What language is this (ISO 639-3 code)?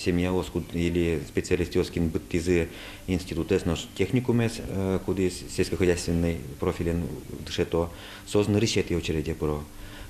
udm